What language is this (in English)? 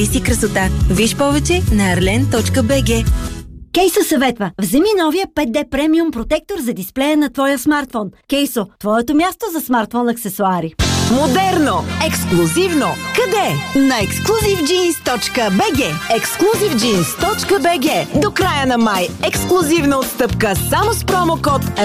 Bulgarian